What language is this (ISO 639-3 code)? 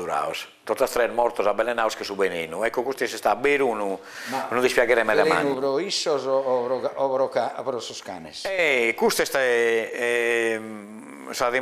srd